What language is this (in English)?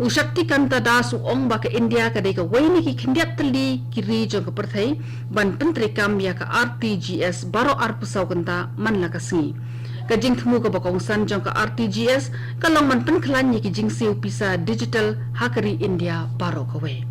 Khasi